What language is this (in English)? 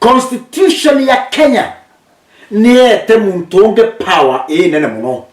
Meru